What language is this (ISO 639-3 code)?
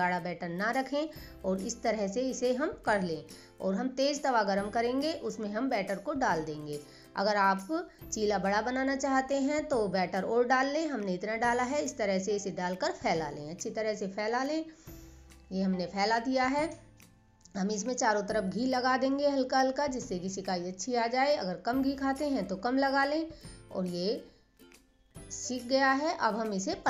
hin